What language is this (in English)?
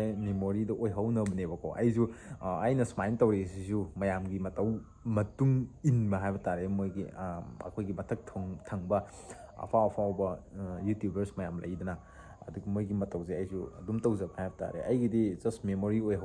Manipuri